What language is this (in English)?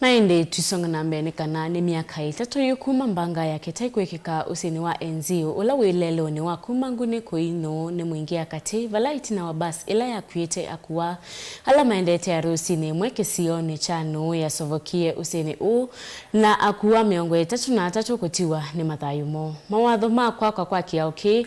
Kamba